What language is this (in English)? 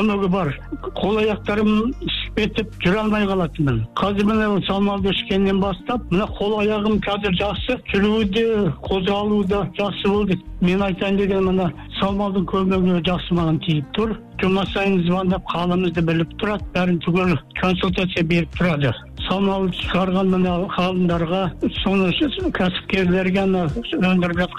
Kazakh